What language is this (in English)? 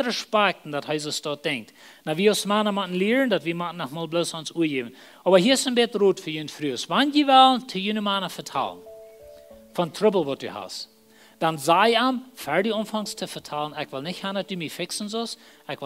Plautdietsch